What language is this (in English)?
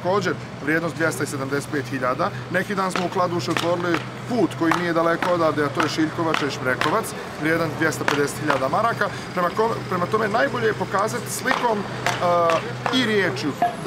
Bosnian